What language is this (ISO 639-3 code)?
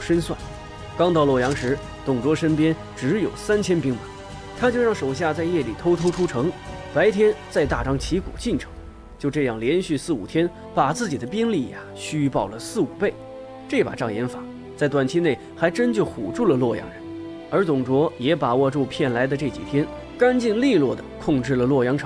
zho